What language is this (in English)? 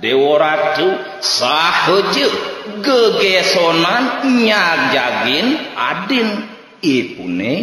Balinese